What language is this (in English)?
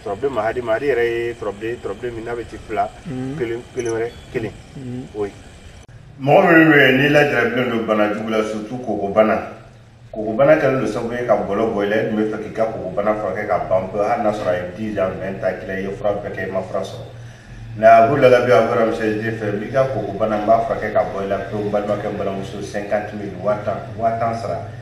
Bambara